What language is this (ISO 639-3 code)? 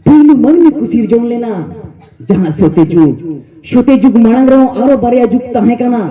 sat